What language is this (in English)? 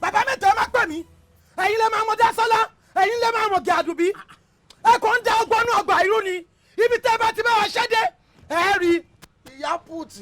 Yoruba